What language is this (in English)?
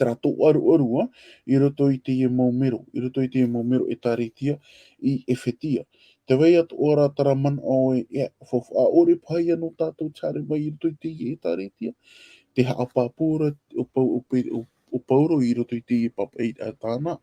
Tahitian